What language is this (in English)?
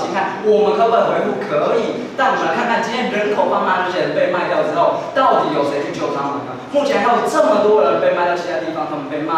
Chinese